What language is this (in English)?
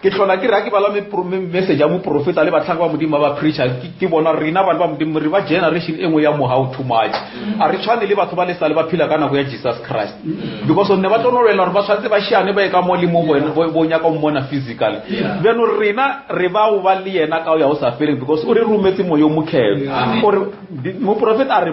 Northern Sotho